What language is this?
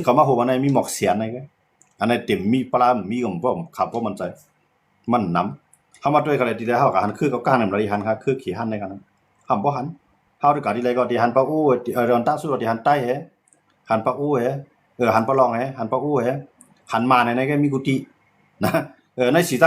Shan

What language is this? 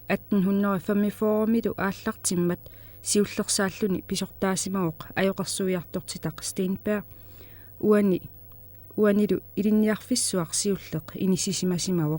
Kalaallisut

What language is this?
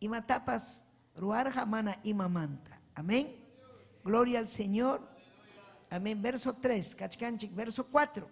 Ayacucho Quechua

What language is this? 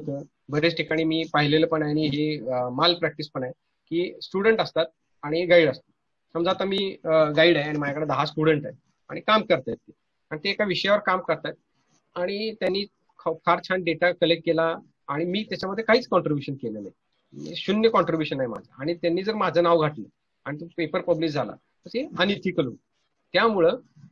Marathi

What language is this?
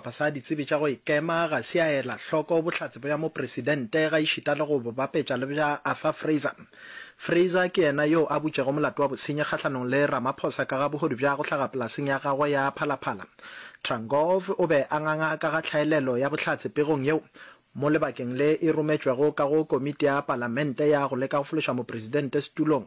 Northern Sotho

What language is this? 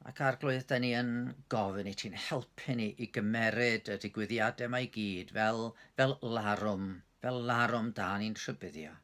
Welsh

